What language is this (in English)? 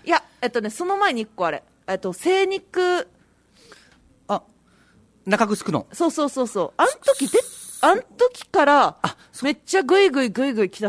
Japanese